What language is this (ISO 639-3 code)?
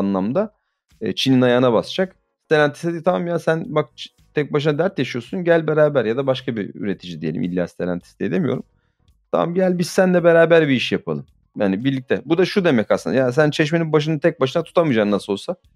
tur